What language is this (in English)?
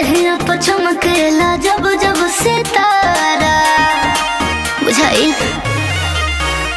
Bhojpuri